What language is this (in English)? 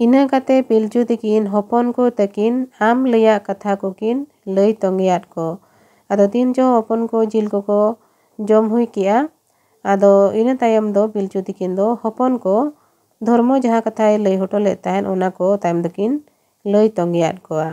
Santali